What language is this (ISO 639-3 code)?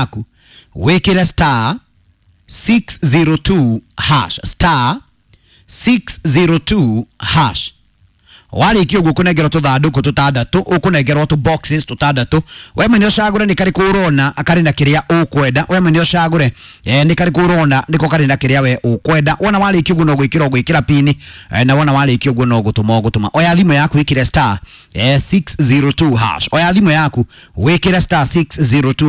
kik